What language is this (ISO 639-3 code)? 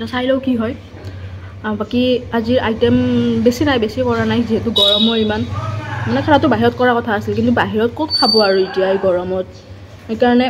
asm